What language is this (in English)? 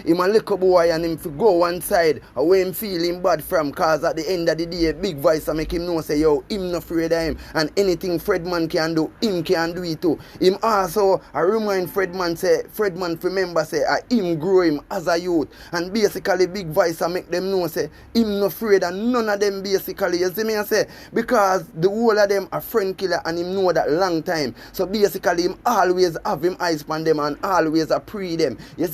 Jamaican Creole English